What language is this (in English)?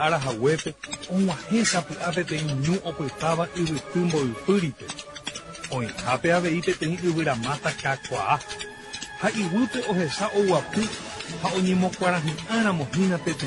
Guarani